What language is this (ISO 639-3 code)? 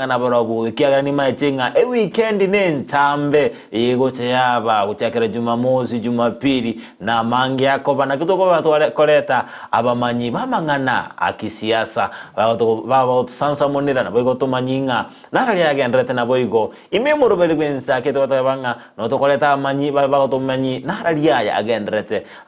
guz